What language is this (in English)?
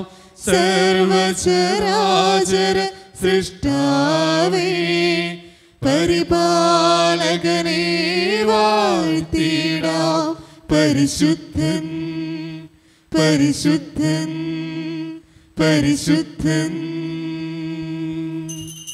Malayalam